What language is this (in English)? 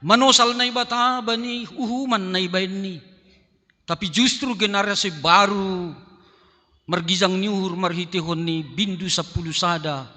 Batak Simalungun